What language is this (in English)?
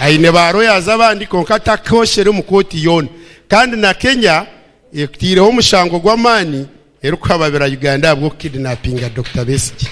Nyankole